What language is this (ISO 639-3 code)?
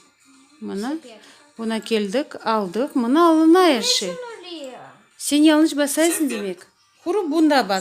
crh